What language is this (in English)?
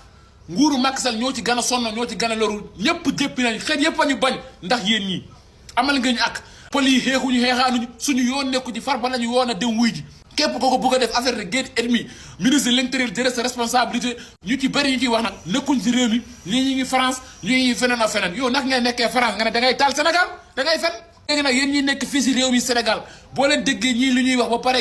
Wolof